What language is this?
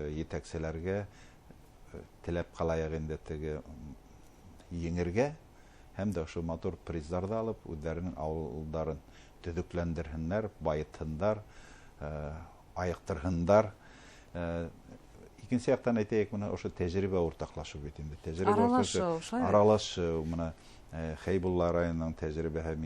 Bashkir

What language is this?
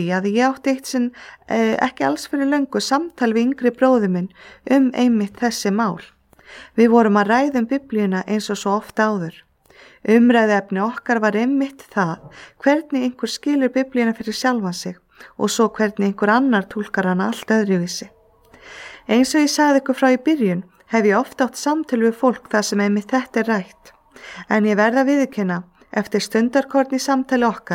Icelandic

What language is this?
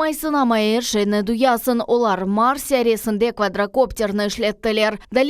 Crimean Tatar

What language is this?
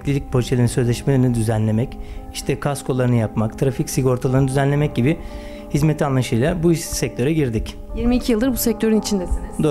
Turkish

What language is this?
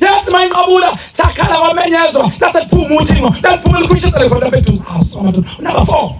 Zulu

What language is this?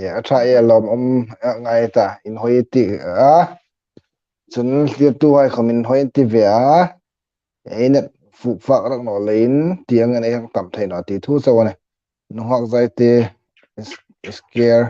Hmar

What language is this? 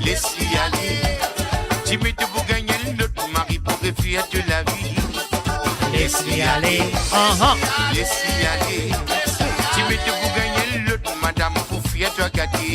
Morisyen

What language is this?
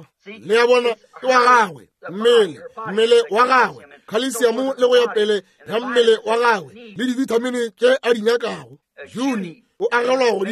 Northern Sotho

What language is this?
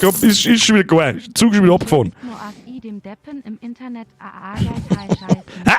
Bavarian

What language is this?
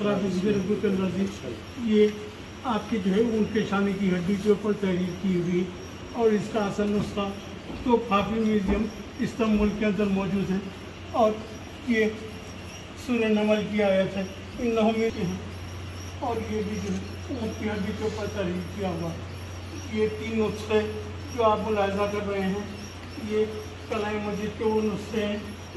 Urdu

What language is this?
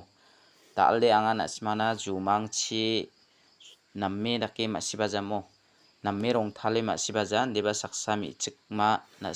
Garo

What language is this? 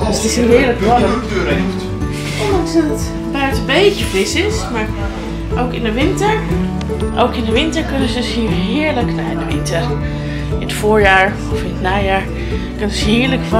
Dutch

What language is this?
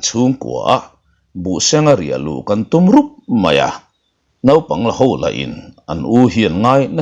Mizo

